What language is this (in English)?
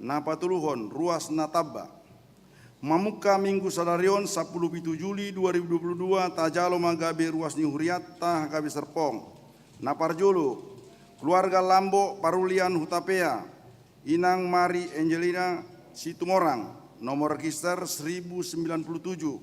Batak Toba